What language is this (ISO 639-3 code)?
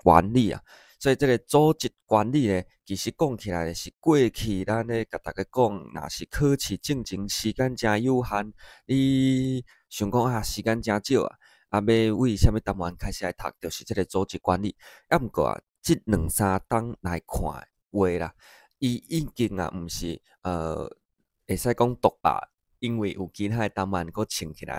nan